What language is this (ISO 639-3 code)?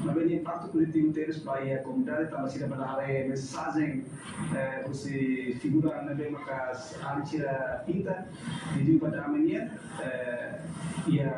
tet